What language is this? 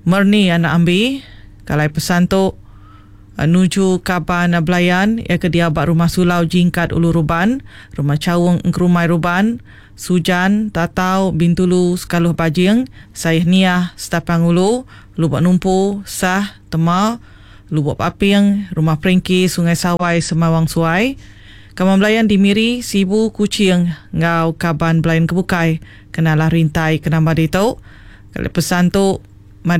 Iban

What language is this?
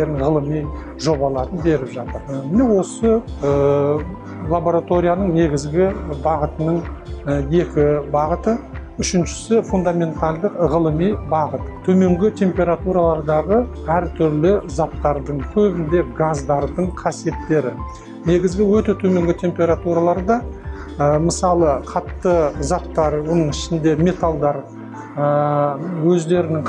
Kazakh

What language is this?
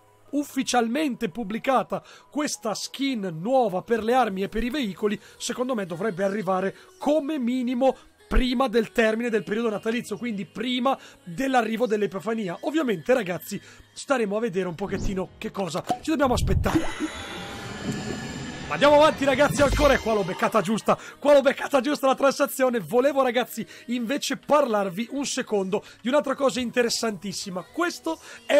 Italian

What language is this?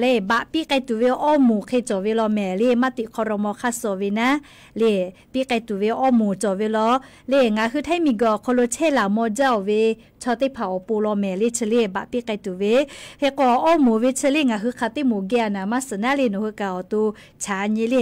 Lahu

